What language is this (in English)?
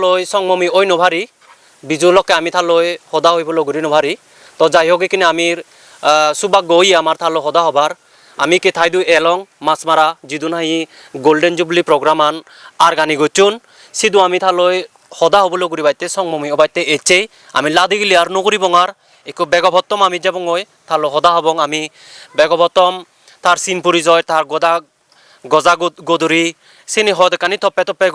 Chakma